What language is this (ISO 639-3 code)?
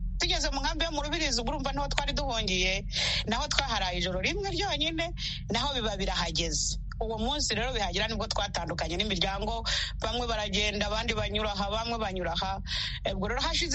kin